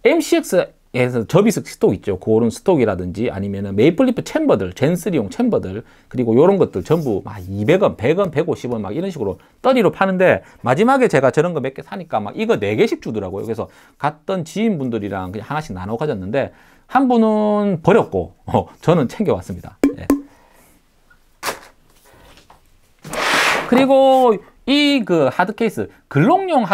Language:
Korean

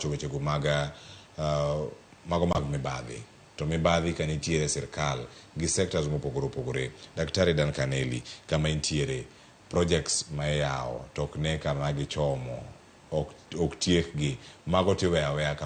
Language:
Luo (Kenya and Tanzania)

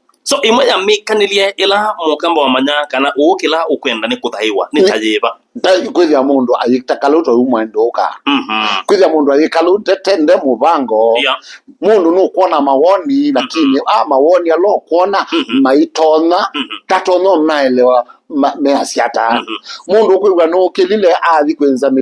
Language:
Kamba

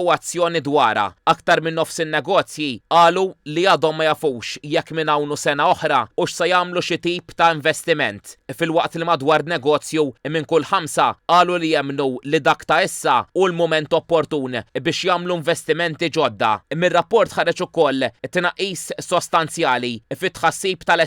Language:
Maltese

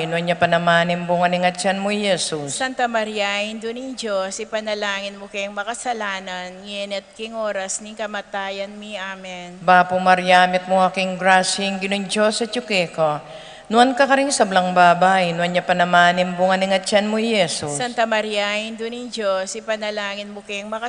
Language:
Pampanga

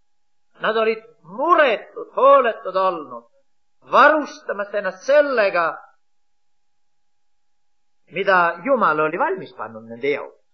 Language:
Estonian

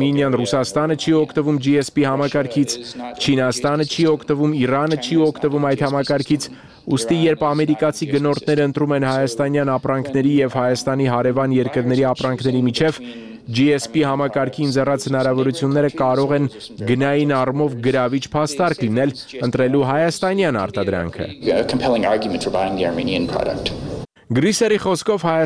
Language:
Armenian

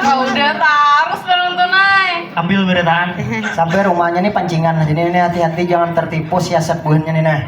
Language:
Banjar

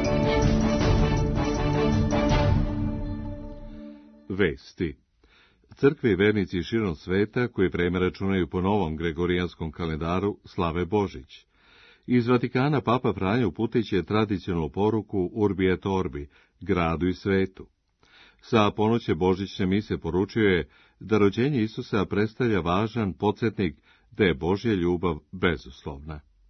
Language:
Serbian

